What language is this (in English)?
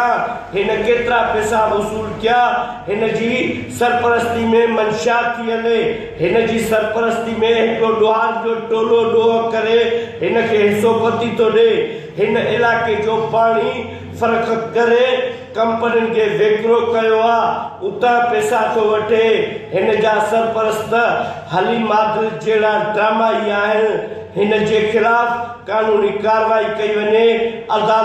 Sindhi